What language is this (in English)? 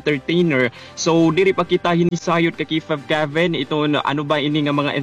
Waray